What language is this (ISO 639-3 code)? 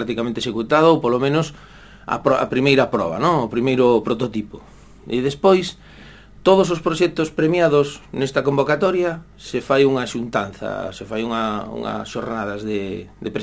glg